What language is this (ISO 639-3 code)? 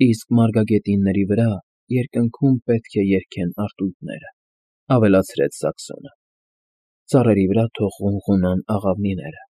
hye